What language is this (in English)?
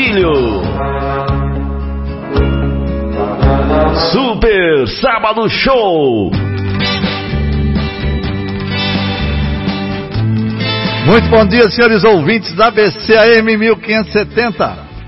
Portuguese